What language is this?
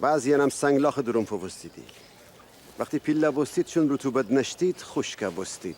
Gilaki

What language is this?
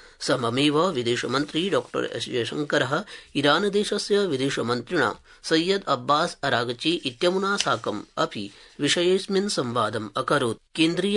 Sanskrit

